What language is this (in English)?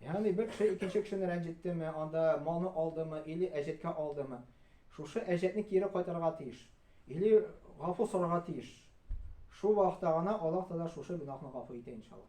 Tatar